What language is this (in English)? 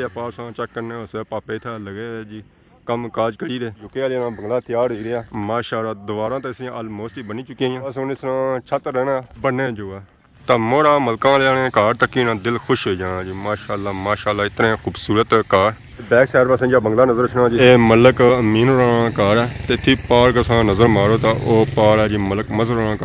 Pahari-Potwari